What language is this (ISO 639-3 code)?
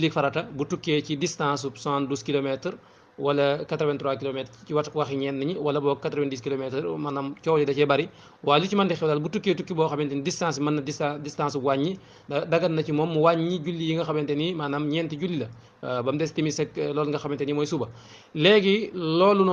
wol